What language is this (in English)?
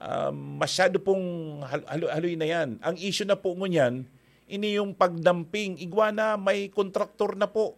Bikol